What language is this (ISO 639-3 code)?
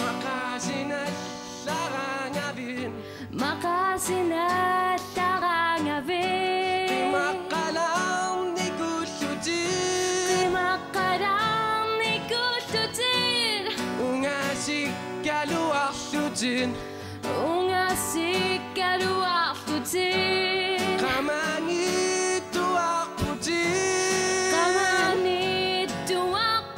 kal